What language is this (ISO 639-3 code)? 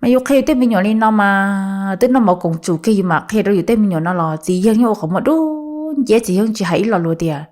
hmn